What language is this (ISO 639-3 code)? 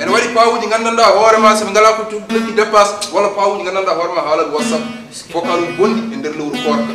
ful